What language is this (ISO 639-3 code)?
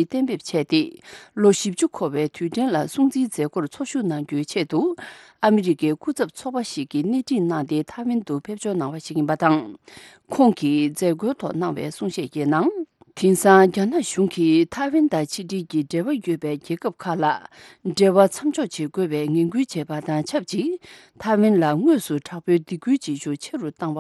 bod